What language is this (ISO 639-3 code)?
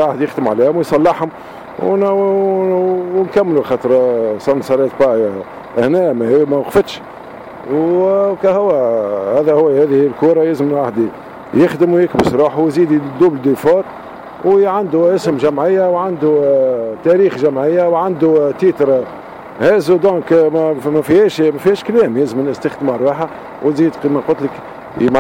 aeb